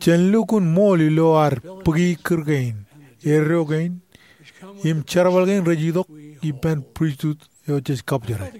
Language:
Marshallese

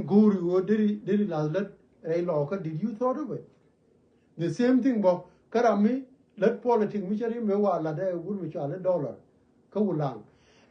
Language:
Nuer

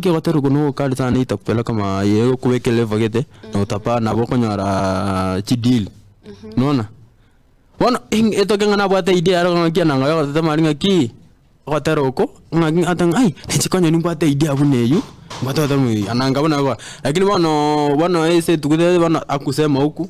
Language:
Gusii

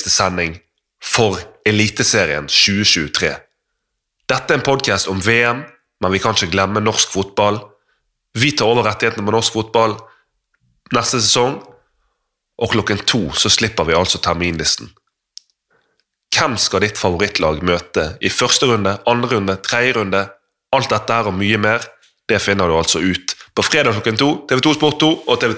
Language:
Norwegian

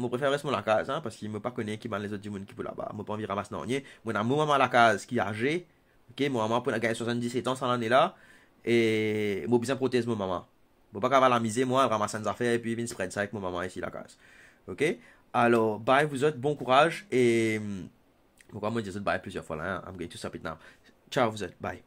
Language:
Morisyen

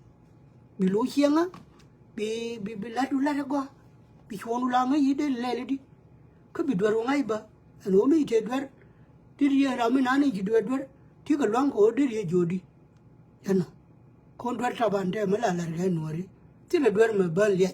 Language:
Nuer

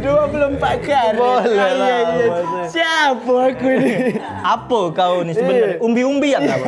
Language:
Musi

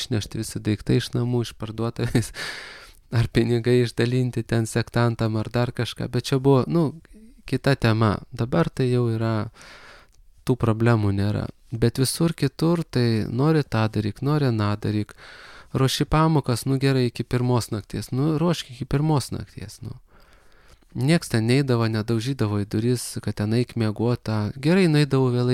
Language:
Lithuanian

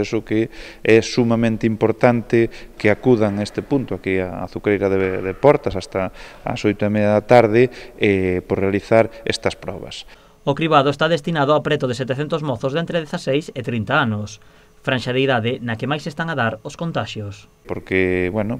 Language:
Galician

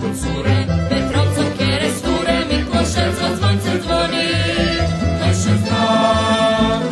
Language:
Rusyn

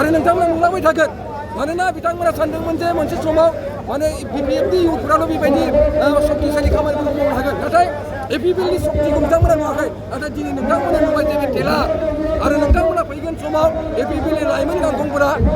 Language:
Bodo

